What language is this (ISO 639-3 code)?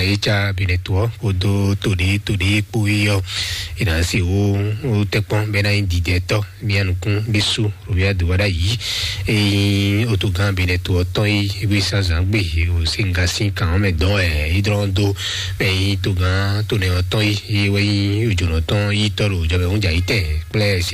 fon